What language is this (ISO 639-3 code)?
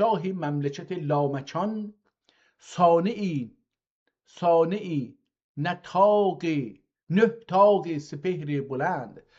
azb